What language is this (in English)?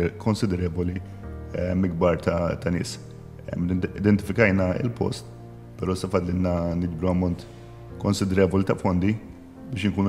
Maltese